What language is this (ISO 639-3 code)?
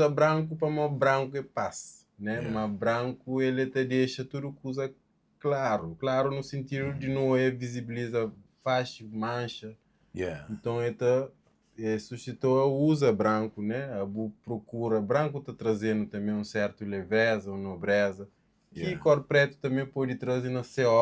kea